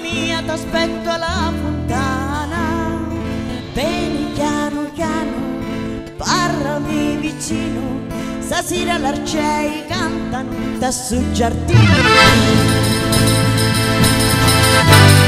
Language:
Italian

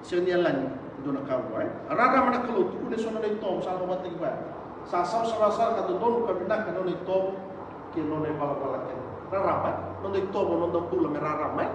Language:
Fijian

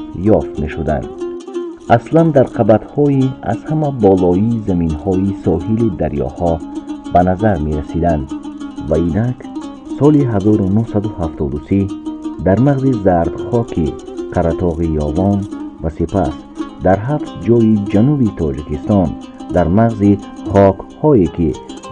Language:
Tajik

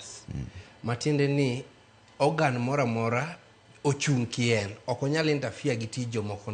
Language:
Luo (Kenya and Tanzania)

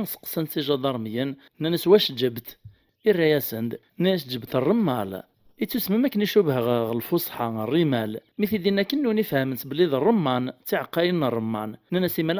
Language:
Kabyle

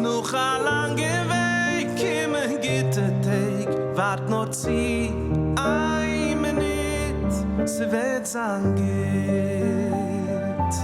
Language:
Yiddish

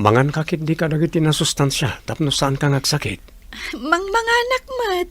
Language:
Iloko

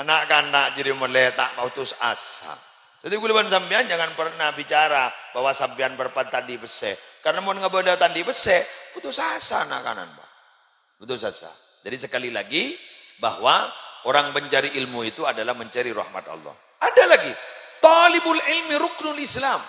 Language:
Madurese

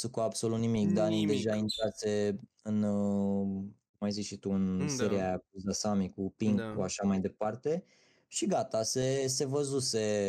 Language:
Romanian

